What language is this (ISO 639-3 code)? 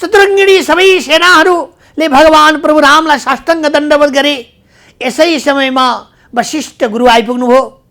nep